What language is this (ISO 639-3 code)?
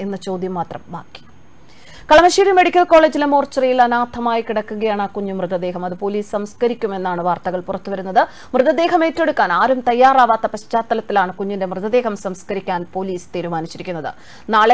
mal